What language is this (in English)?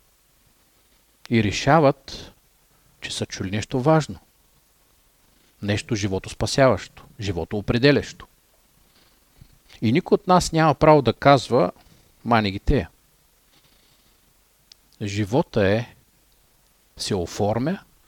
Bulgarian